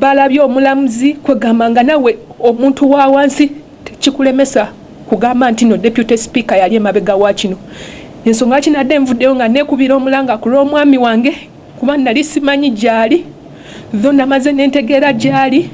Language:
Ganda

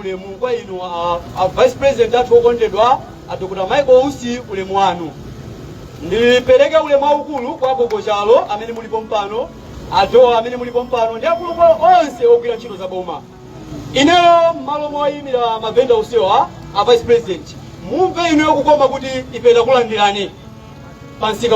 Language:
Nyanja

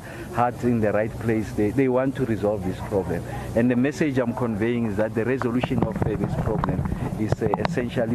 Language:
English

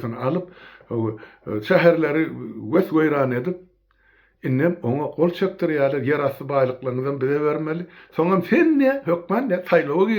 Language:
Turkmen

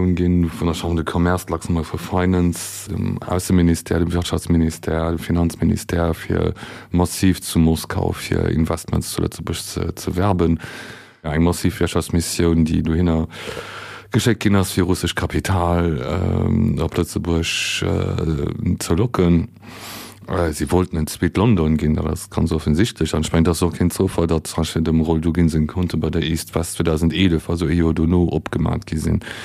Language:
Luxembourgish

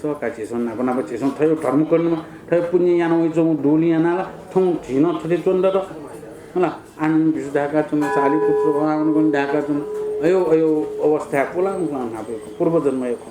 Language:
Newari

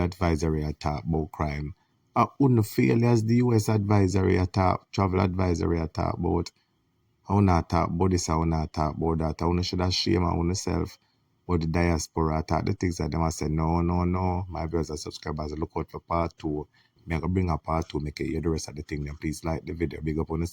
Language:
Jamaican Creole English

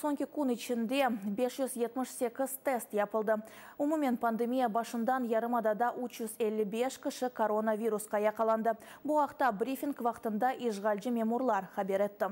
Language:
Crimean Tatar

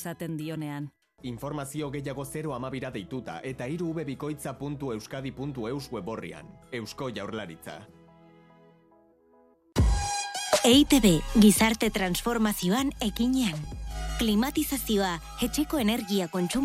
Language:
Basque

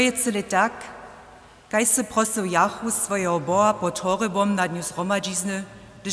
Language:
Upper Sorbian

